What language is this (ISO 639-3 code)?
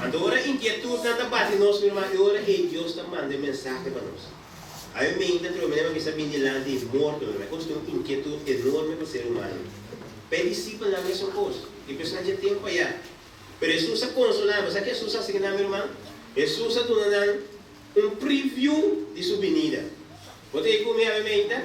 pap